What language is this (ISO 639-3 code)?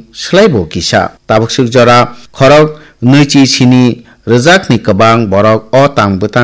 trp